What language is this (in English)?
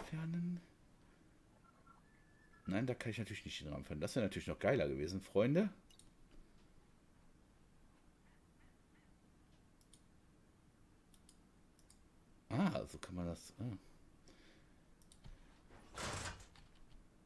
German